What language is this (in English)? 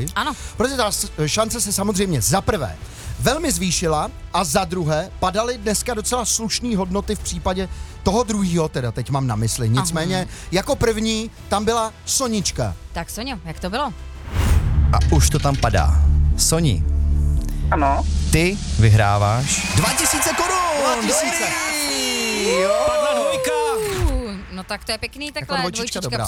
Czech